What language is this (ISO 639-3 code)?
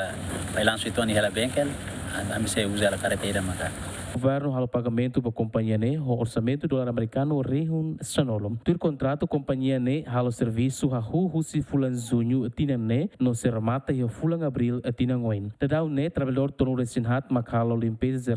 tet